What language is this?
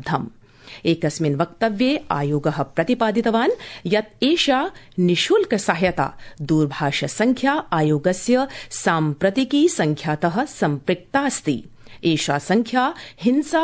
Sanskrit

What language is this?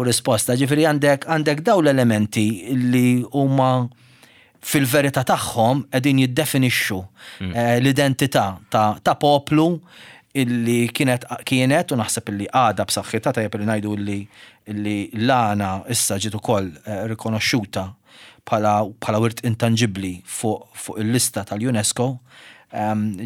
Maltese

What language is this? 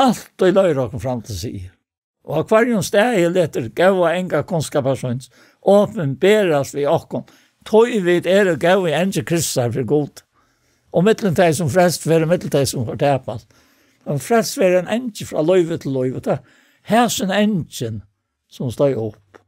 Faroese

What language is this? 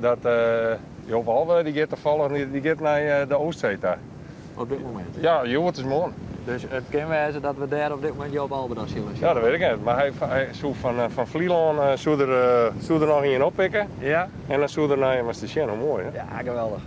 Western Frisian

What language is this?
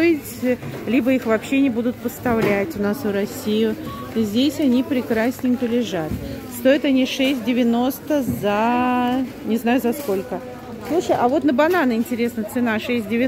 Russian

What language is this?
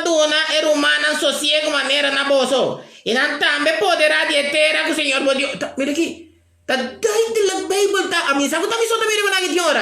Papiamento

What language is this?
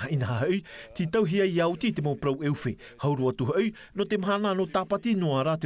Tahitian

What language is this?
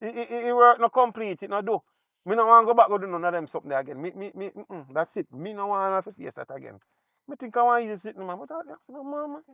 Jamaican Creole English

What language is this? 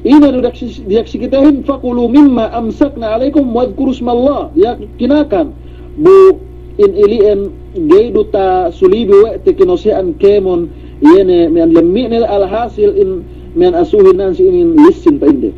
Yakan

